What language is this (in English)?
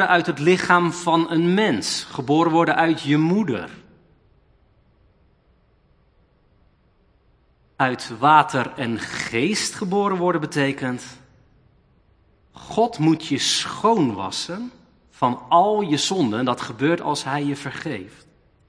Dutch